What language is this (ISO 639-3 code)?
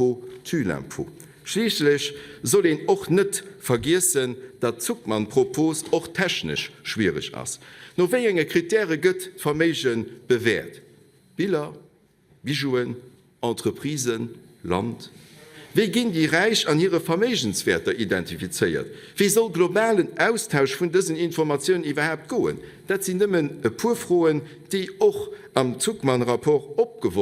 ltz